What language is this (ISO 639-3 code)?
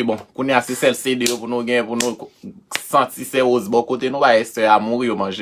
hat